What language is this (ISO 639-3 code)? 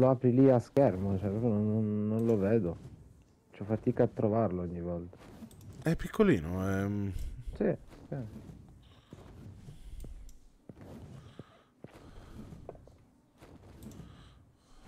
ita